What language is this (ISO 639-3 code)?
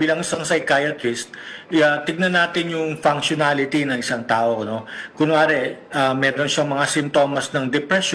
fil